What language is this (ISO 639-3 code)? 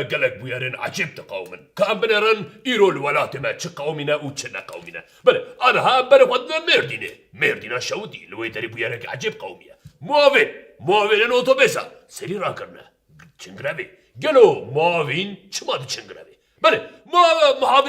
kur